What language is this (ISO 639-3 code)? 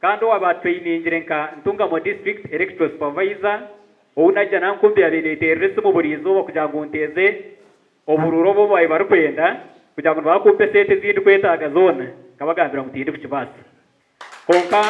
nyn